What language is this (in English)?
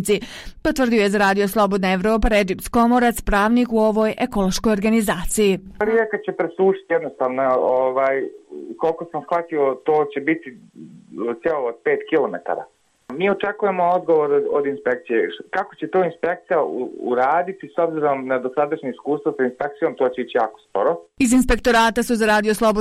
Bosnian